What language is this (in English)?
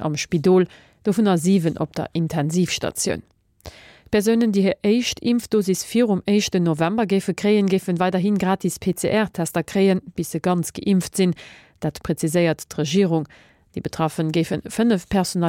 Luxembourgish